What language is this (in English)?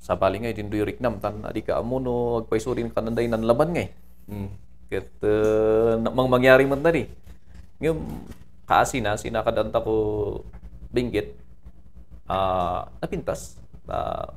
Kankanaey